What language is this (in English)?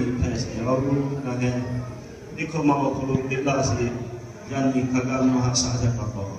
Lahu